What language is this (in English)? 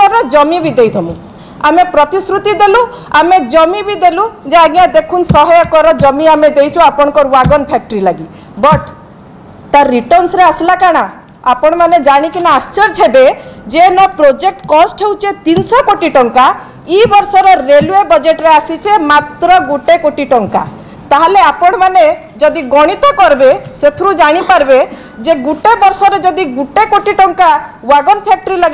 Odia